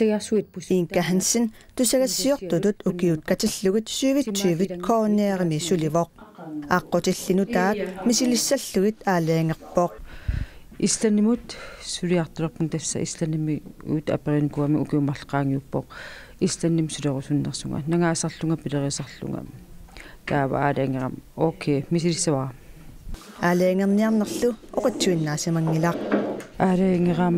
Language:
Kalaallisut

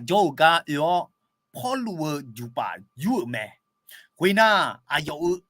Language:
Akha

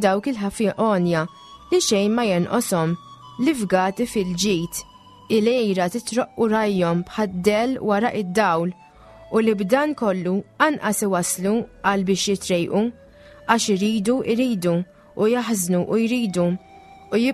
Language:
Maltese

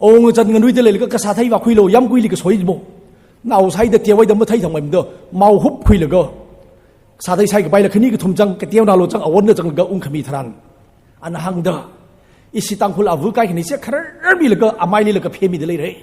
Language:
Tangkhul Naga (India)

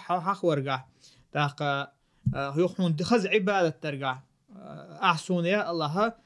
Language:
Chechen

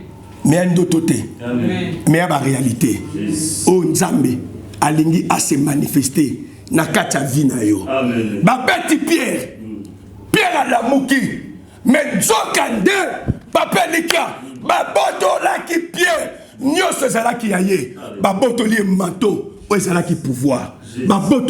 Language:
Lingala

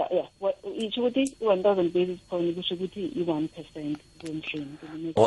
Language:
South Ndebele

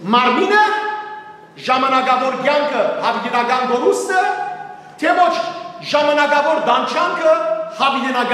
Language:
Western Armenian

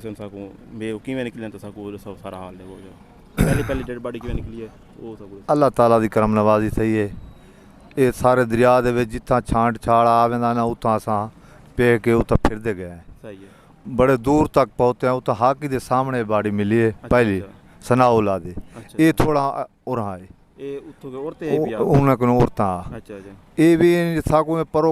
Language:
Saraiki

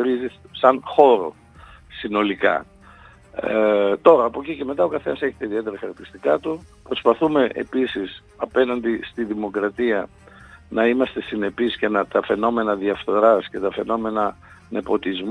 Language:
Greek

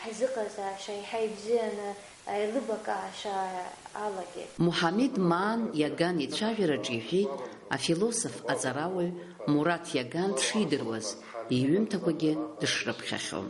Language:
Abkhazian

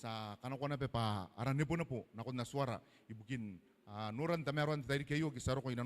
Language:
Gilbertese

